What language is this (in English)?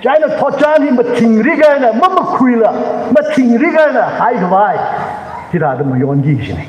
Tangkhul Naga (India)